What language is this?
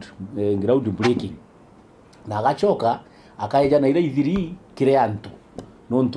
Meru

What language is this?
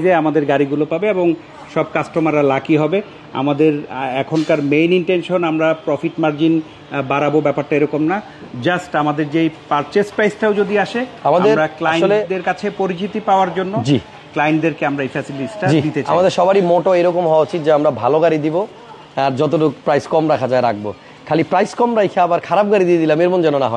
Bangla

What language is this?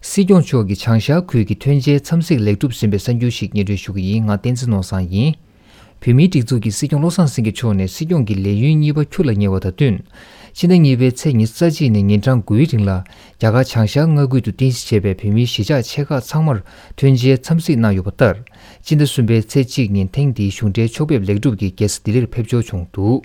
Tibetan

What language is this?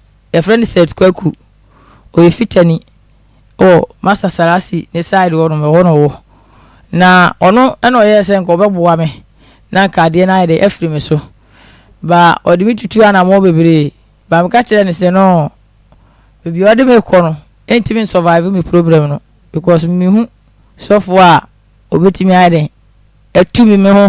Akan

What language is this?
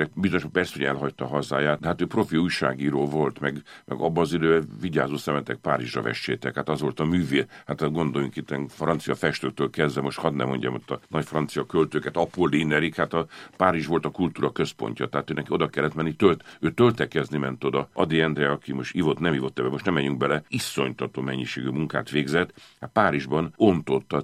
Hungarian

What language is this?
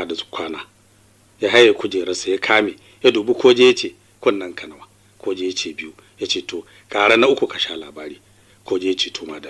Hausa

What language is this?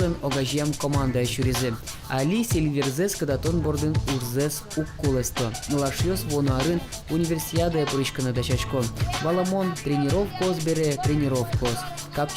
Udmurt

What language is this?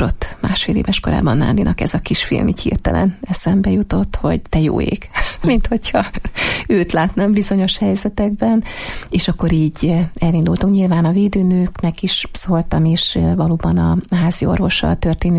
Hungarian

